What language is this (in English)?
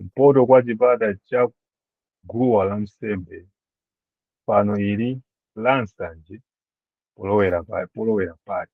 Nyanja